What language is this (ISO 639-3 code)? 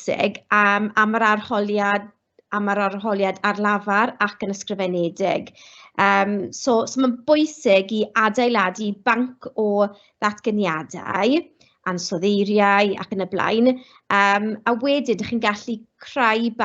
cym